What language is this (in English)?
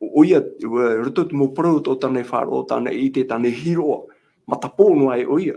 Tahitian